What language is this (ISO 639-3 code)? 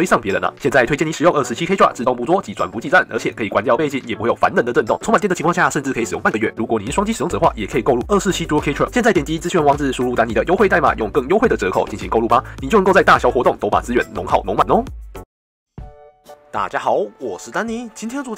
zho